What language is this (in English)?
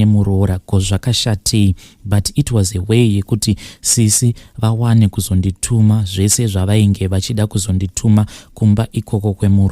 Shona